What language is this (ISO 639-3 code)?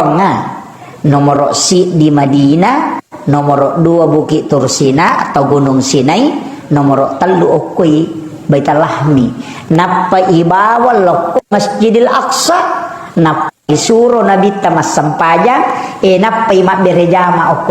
bug